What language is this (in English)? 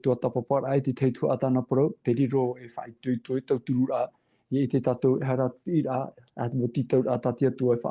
Tahitian